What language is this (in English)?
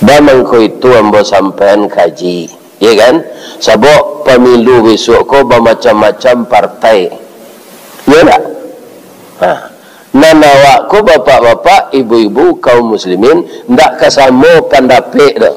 Minangkabau